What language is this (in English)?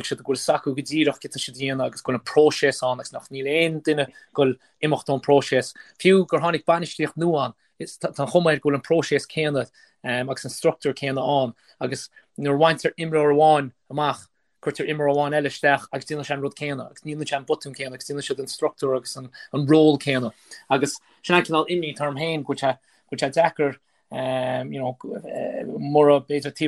Irish